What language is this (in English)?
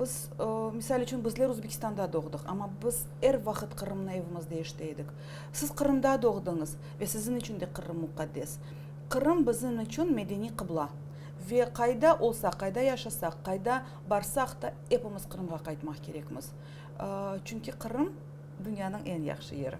Crimean Tatar